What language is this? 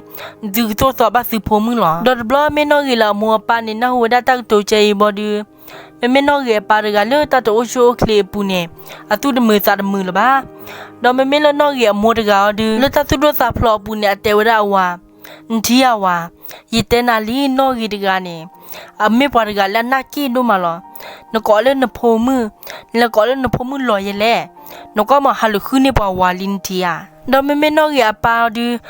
S'gaw Karen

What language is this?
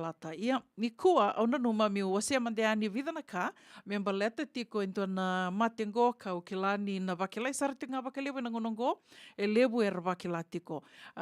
Fijian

